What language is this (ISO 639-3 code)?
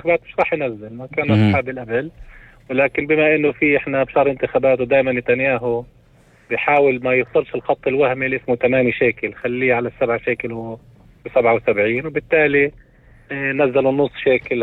apc